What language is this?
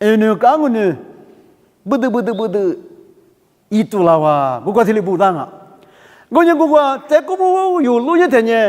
Lisu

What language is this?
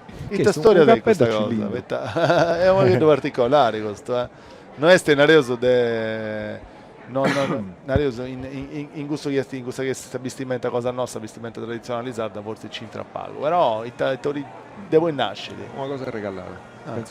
Sardinian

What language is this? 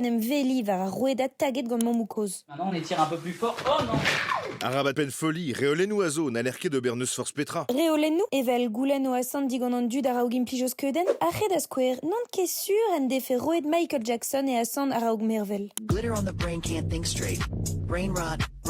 Breton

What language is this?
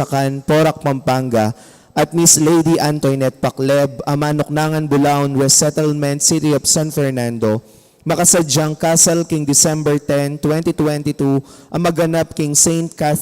Pampanga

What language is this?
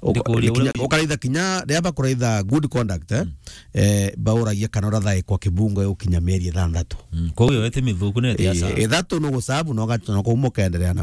Meru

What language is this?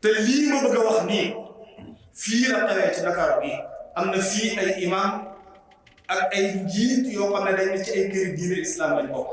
Wolof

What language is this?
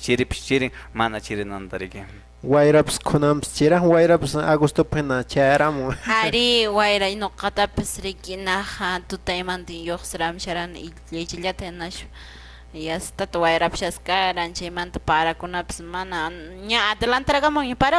Quechua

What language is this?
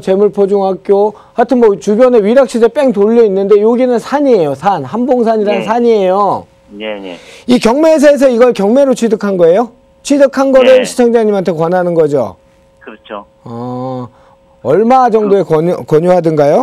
Korean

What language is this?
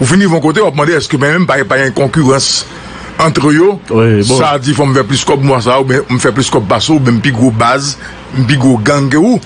Haitian Creole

